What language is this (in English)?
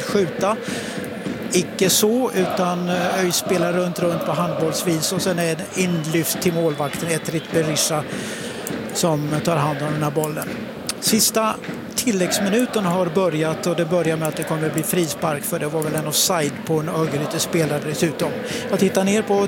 Swedish